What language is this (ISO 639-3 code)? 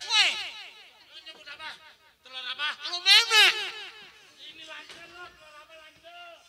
bew